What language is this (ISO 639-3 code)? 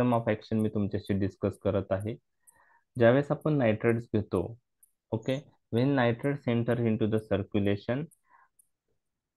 mar